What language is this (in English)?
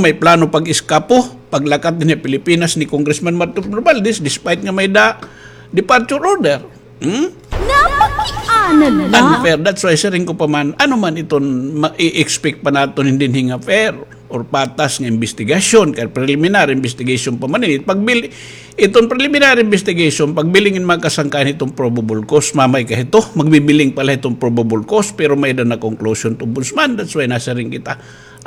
Waray